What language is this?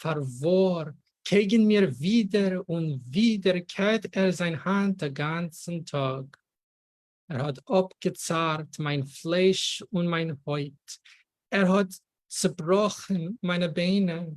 Yiddish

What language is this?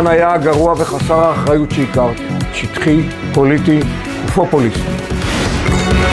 Hebrew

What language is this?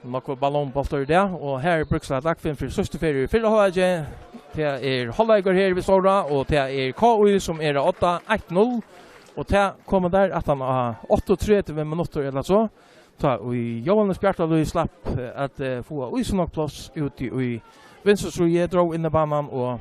Faroese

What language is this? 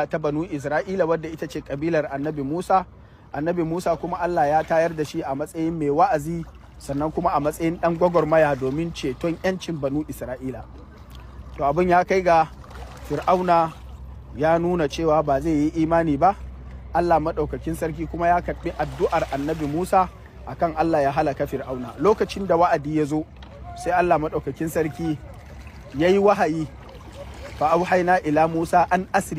Hausa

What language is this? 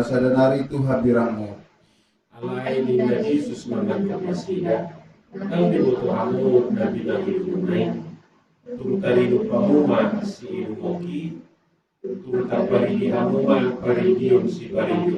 Batak Toba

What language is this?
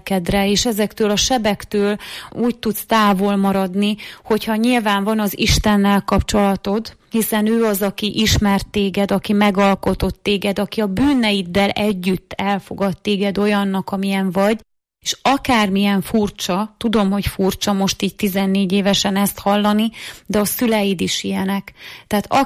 Hungarian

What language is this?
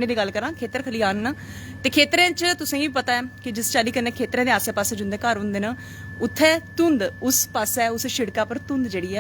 Dogri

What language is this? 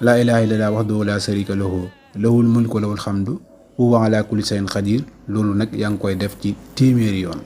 Wolof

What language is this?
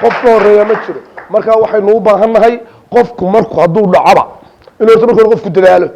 Somali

